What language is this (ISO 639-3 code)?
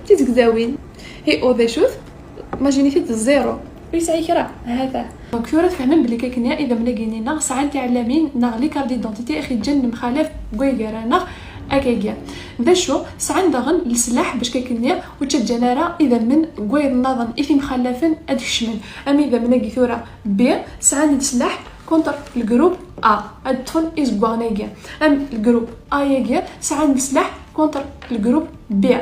kab